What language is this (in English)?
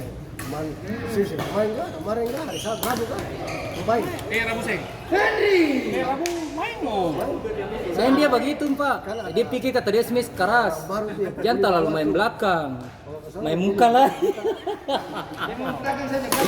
Ambonese Malay